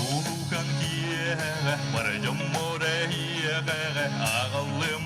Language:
Yakut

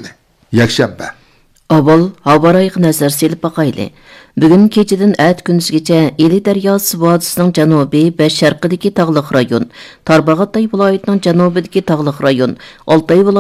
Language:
Uyghur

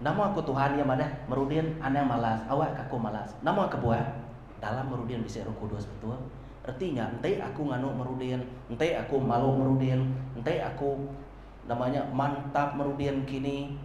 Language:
Iban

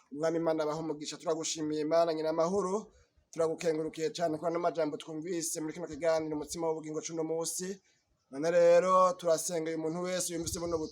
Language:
Rundi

